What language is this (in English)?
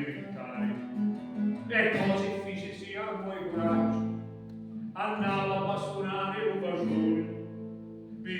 Sicilian